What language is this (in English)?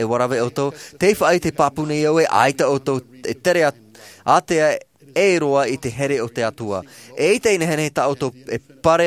Tahitian